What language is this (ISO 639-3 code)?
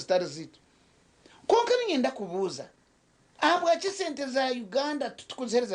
nyn